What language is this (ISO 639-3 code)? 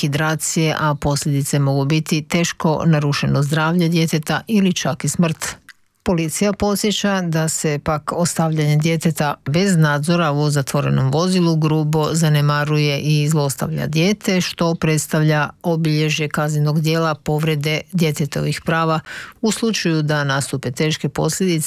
hrv